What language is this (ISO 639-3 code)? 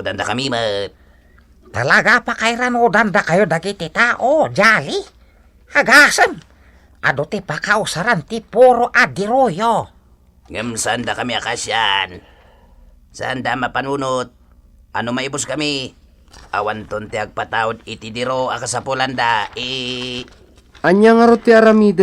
ilo